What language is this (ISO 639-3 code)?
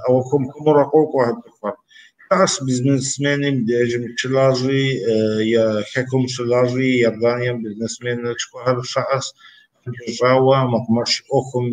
kbd